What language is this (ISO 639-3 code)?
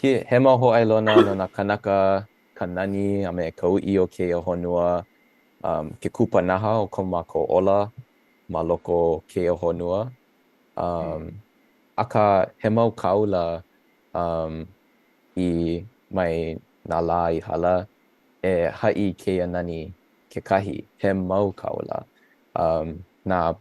haw